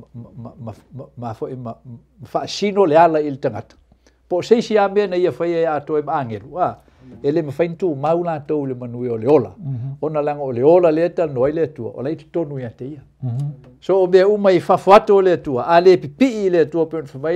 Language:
Samoan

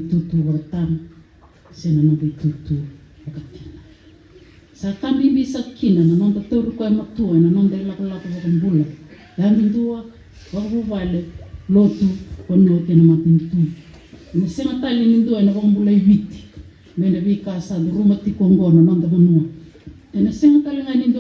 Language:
Fijian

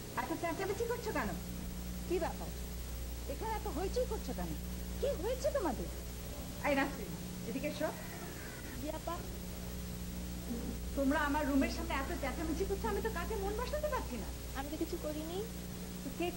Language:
Bangla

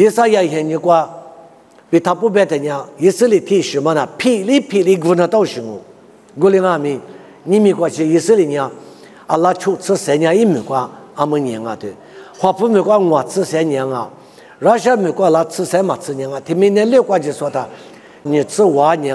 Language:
Lisu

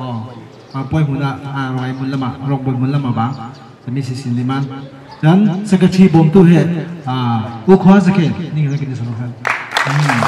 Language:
Falam Chin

